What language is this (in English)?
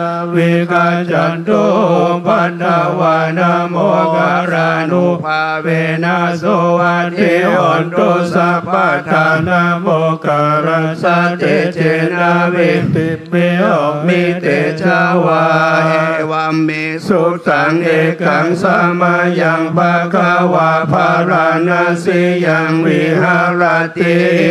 Pali